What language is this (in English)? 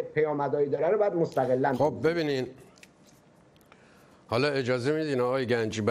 Persian